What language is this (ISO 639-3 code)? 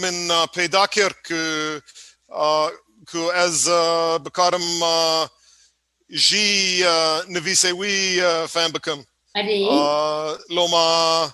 kur